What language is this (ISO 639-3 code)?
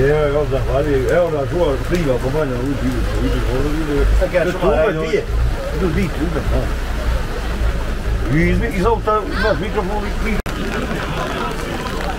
bos